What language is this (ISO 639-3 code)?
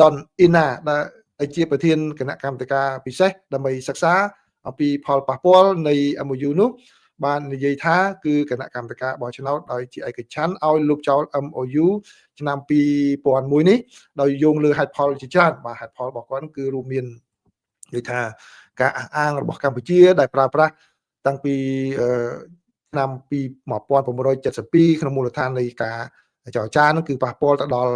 khm